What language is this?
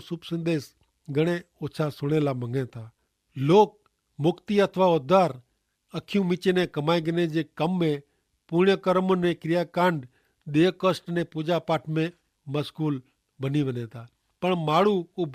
Kachhi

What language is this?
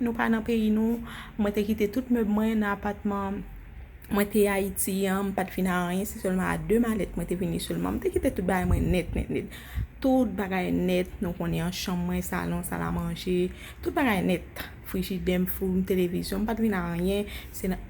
Haitian Creole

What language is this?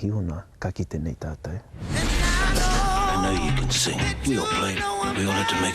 Māori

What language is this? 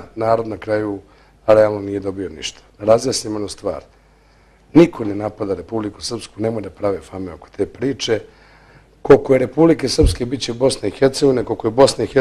Bosnian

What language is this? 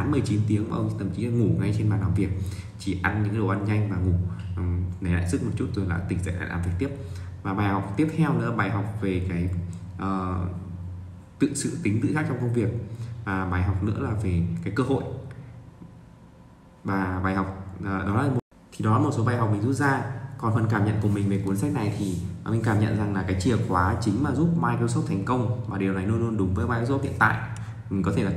Vietnamese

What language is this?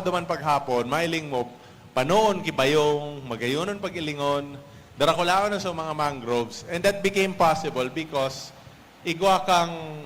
Bikol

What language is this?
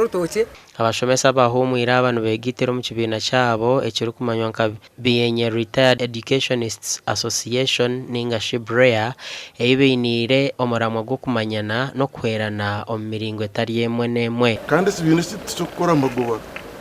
Nyankole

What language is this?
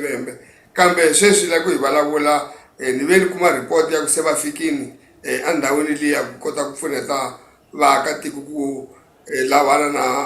Tsonga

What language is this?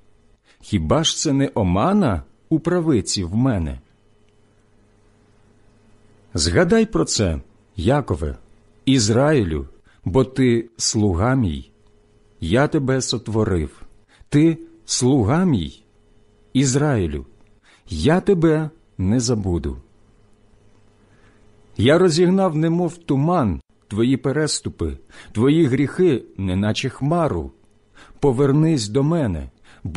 Ukrainian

